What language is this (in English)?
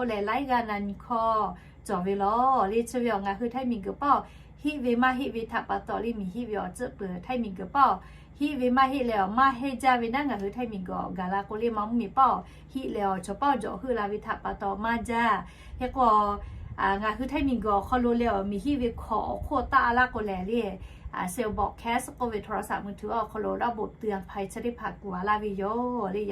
Lahu